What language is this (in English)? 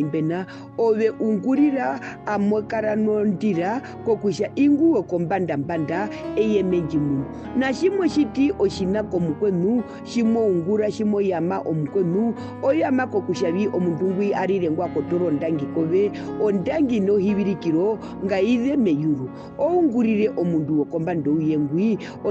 Herero